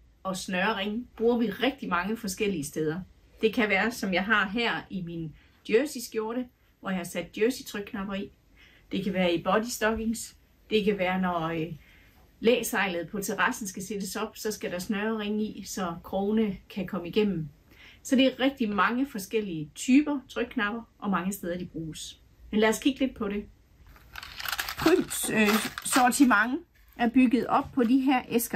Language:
Danish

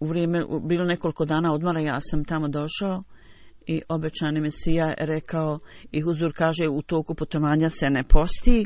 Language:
Bosnian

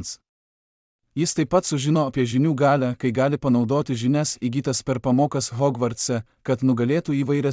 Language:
Lithuanian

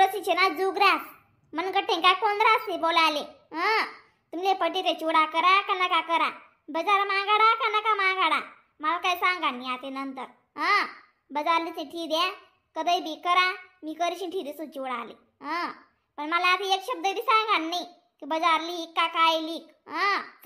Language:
Khandesi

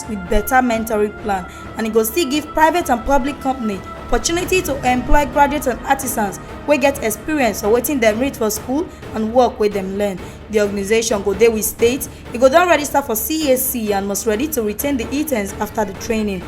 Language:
Nigerian Pidgin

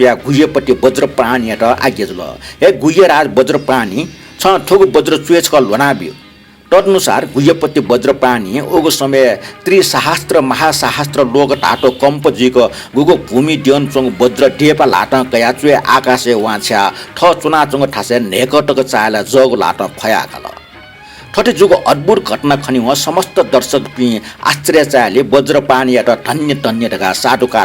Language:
Newari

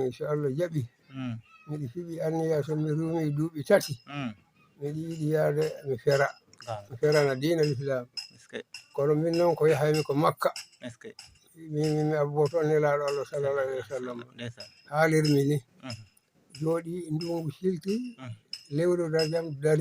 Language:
Fula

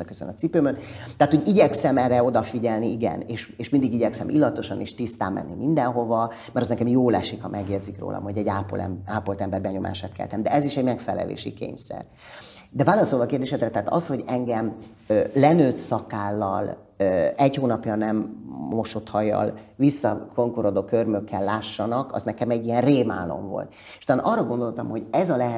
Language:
Hungarian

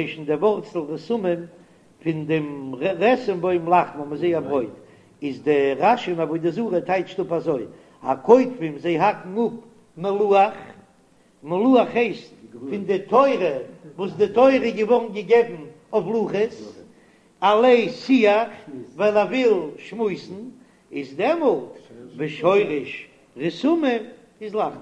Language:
Yiddish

